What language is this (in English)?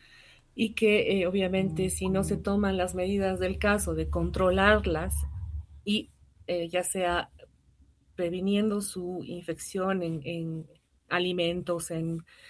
Spanish